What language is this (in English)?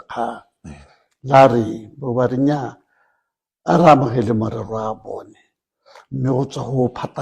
Tswana